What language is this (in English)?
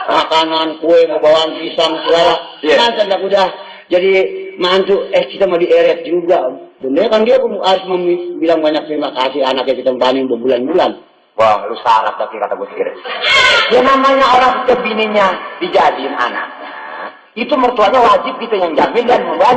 Betawi